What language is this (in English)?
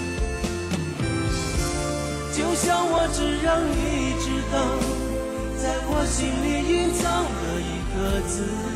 Chinese